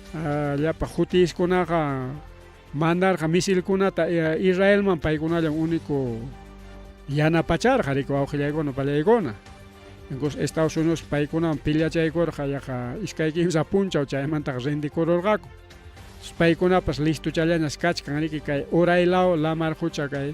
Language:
Ayacucho Quechua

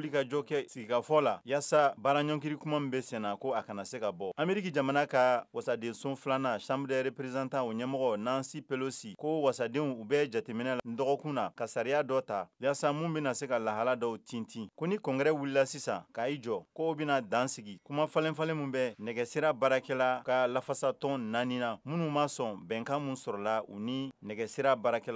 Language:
Bambara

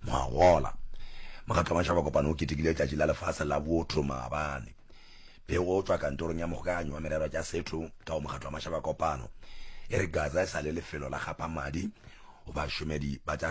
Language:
Northern Sotho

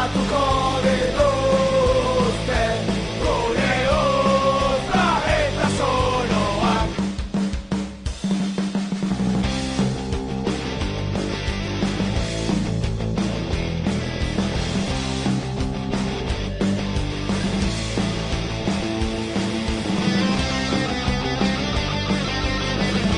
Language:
Basque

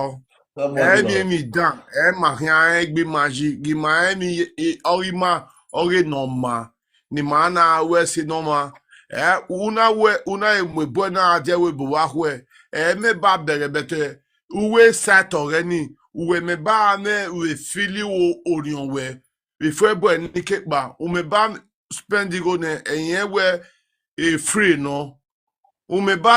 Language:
Nigerian Pidgin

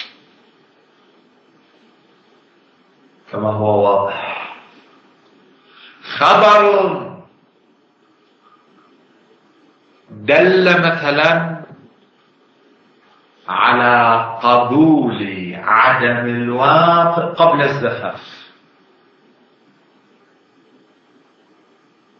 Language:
Arabic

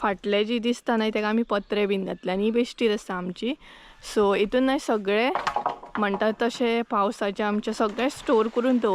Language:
Konkani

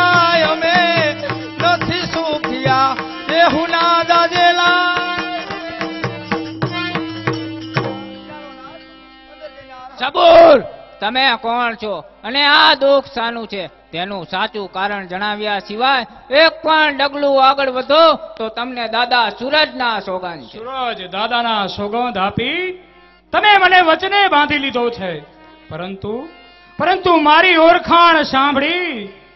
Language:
Gujarati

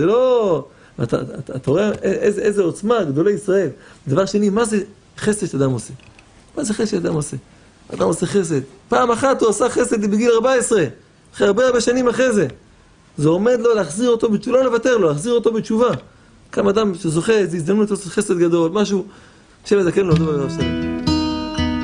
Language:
Hebrew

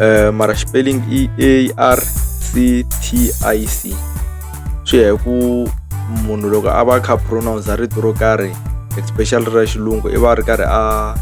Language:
Tsonga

